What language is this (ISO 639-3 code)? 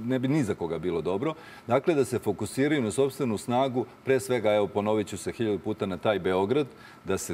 srp